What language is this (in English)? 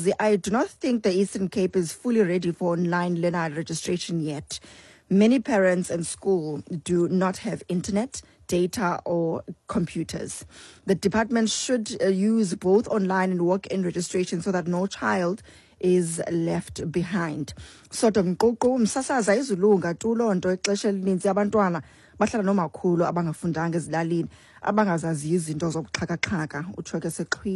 Xhosa